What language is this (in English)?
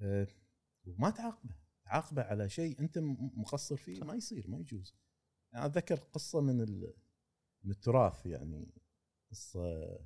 Gulf Arabic